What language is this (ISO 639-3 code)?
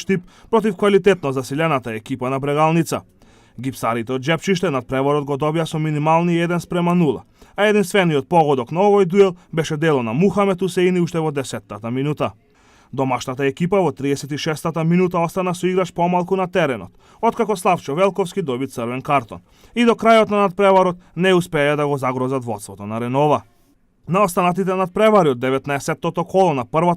mkd